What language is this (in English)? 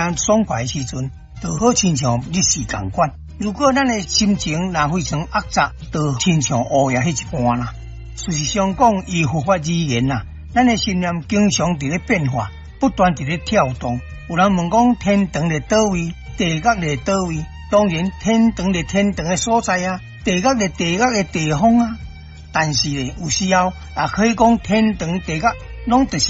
Min Nan Chinese